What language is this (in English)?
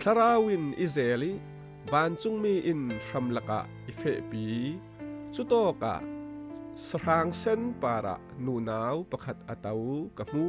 Falam Chin